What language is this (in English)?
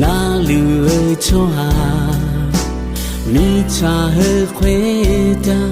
Akha